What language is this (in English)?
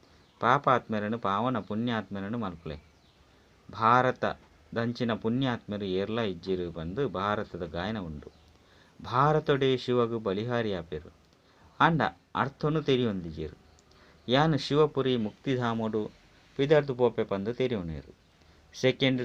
Tulu